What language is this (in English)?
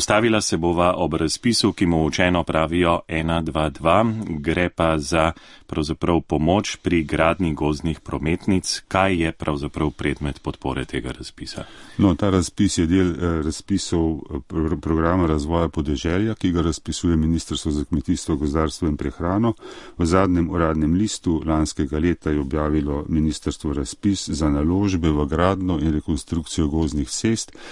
Slovenian